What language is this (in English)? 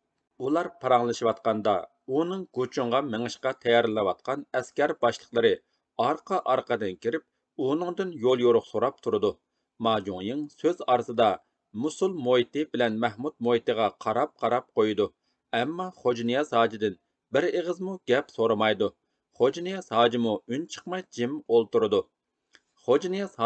Uyghur